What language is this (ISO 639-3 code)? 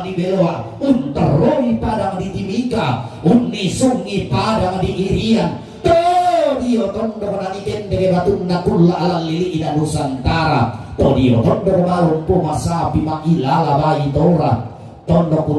sda